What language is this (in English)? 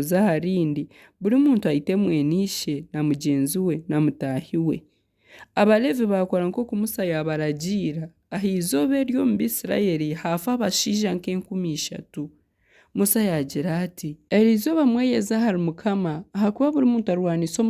Nyankole